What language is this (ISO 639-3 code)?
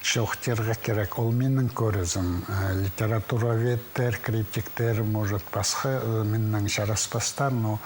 kjh